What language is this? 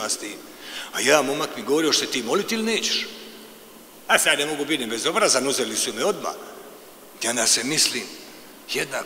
Croatian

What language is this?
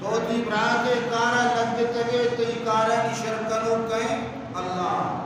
Baluchi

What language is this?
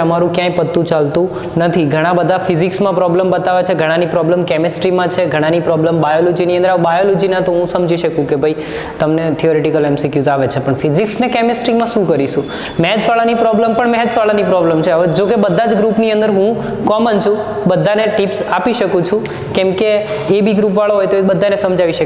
Gujarati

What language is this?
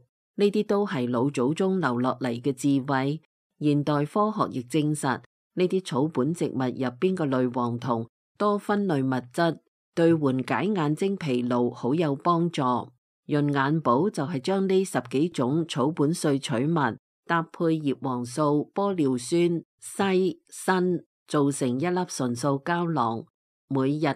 Cantonese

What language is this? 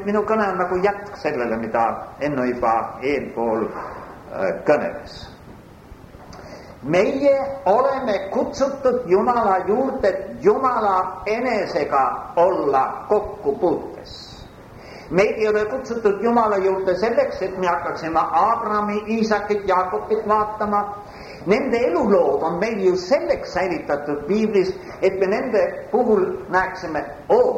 Estonian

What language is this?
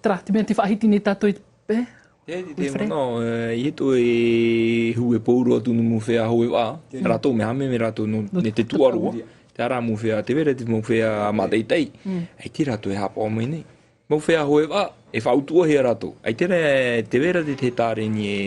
Tahitian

